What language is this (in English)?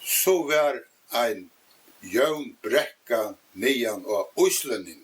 Faroese